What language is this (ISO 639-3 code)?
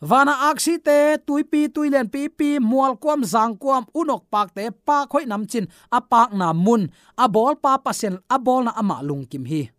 ctd